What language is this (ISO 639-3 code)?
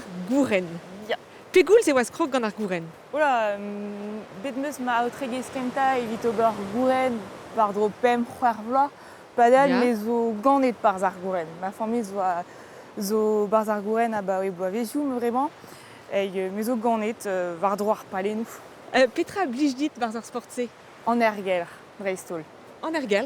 bre